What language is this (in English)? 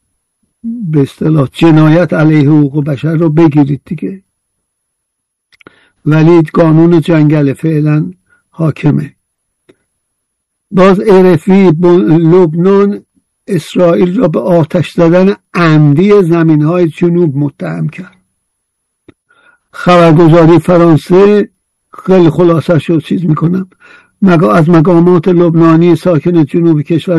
Persian